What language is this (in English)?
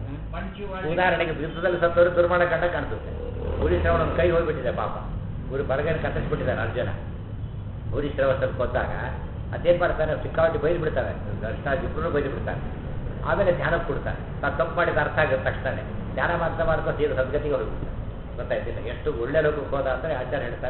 Kannada